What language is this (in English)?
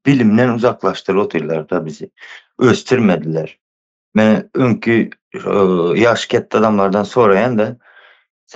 Turkmen